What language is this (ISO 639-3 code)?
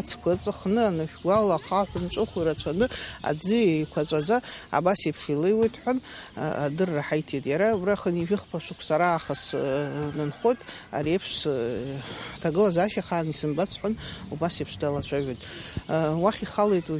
abk